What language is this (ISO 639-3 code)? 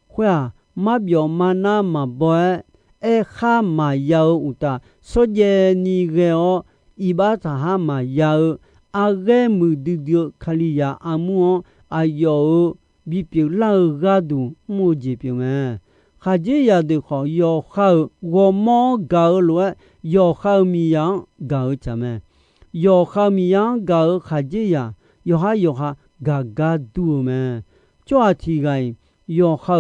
ahk